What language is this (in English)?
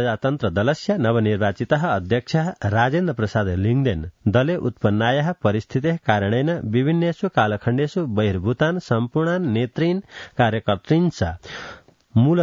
Sanskrit